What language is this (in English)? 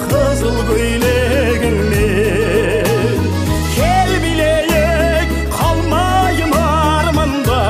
Kara-Kalpak